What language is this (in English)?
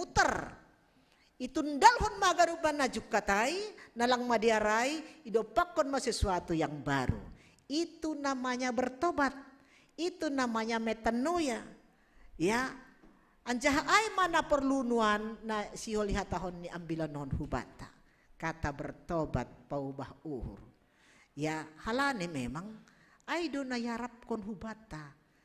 Batak Simalungun